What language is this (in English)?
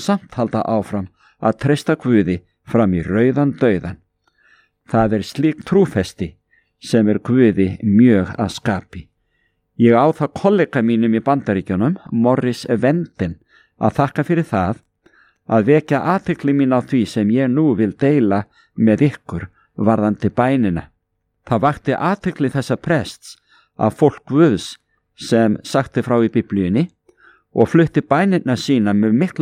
Icelandic